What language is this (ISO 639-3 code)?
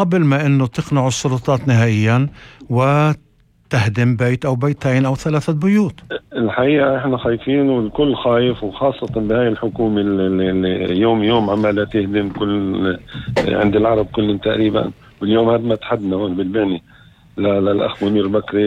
apc